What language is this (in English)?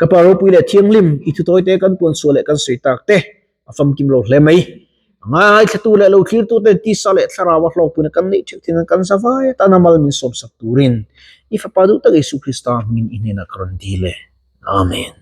Mizo